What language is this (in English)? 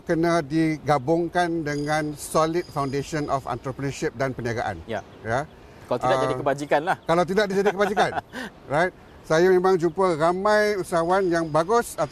Malay